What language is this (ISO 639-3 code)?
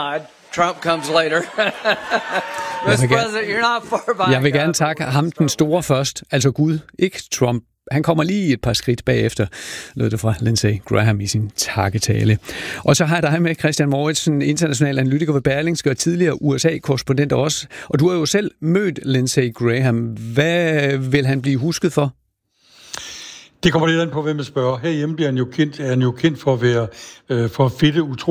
dan